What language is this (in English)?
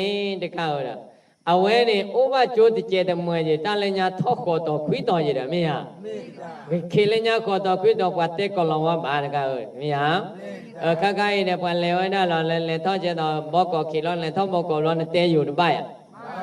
S'gaw Karen